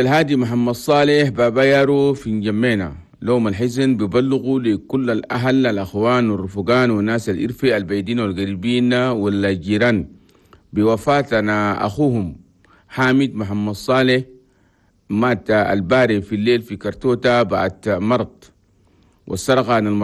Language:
Chadian Arabic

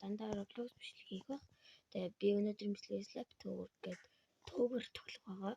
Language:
Mongolian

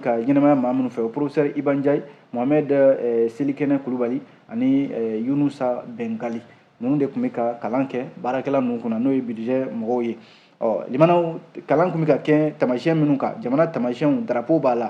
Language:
Bambara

